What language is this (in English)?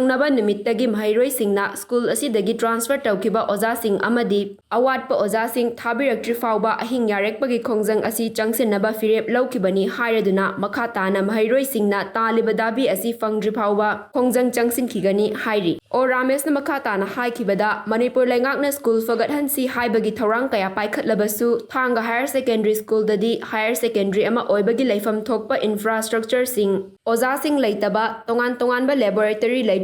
Manipuri